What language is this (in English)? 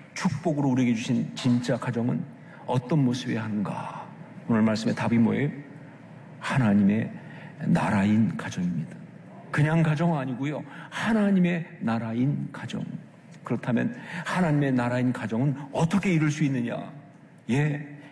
Korean